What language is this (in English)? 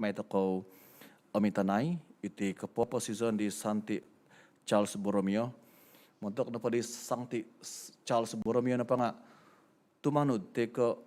Central Dusun